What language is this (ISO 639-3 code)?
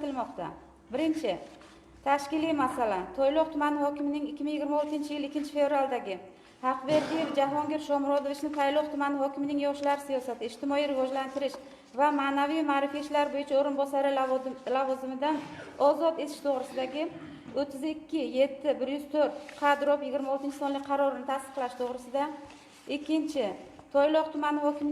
uzb